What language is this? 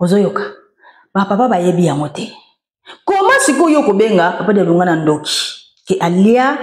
Lingala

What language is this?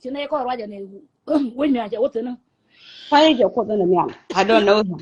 Nuer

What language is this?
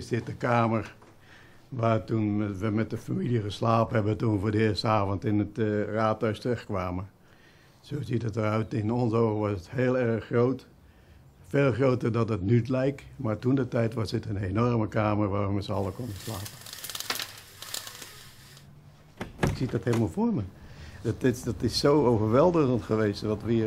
Dutch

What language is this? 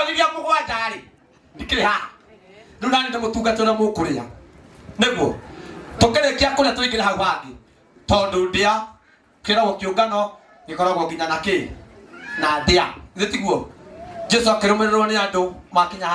Kikuyu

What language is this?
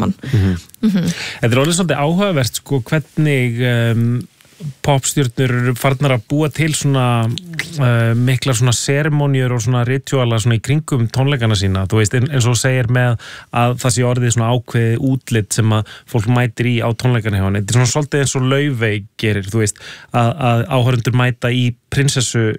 Icelandic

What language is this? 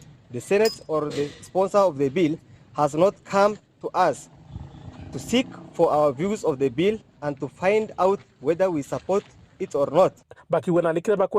Meru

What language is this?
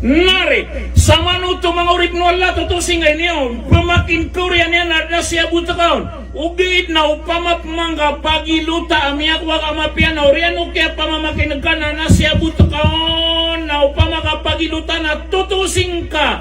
Maranao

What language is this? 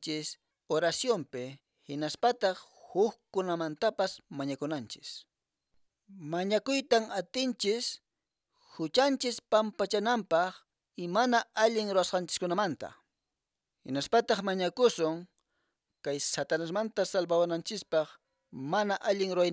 Quechua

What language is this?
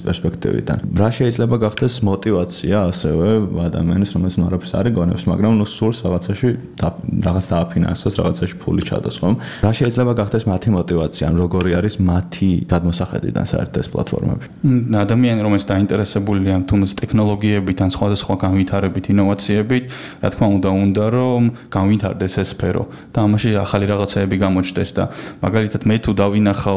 Georgian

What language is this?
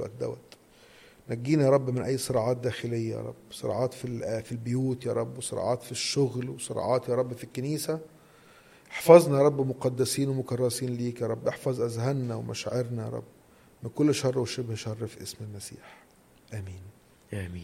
Egyptian Arabic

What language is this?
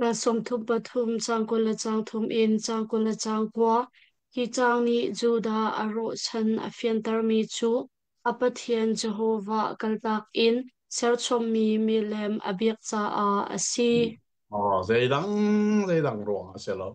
Hakha Chin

